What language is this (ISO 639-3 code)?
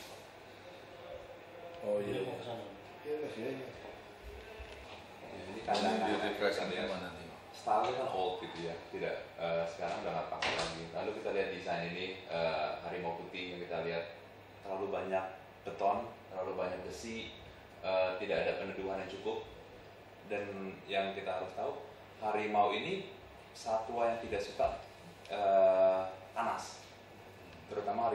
ind